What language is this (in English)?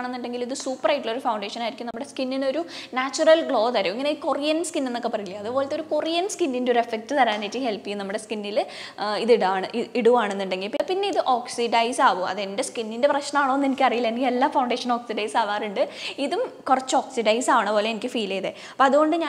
Malayalam